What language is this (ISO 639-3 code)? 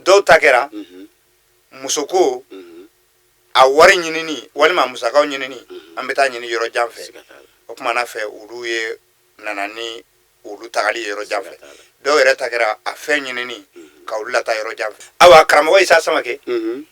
bam